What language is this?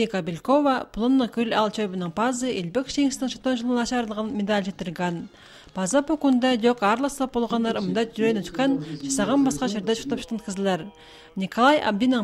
Khakas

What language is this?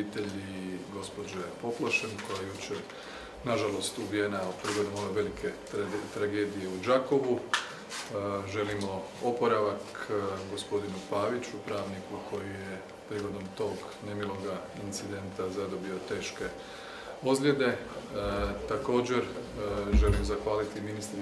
Croatian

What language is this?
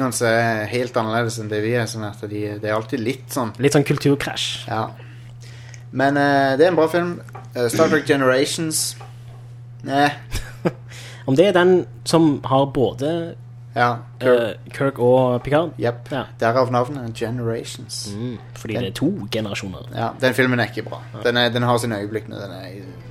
Norwegian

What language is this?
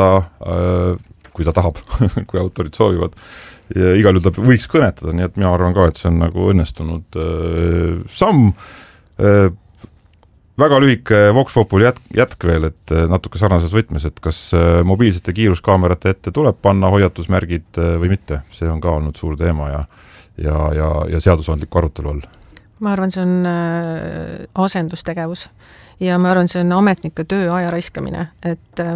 Estonian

